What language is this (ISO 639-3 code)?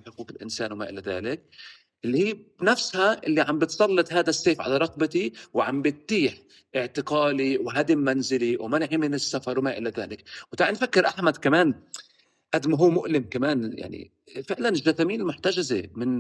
apc